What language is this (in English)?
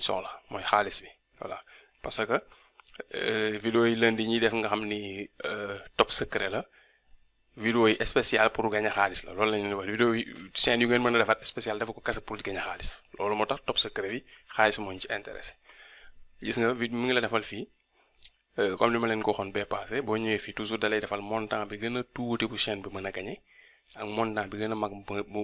Wolof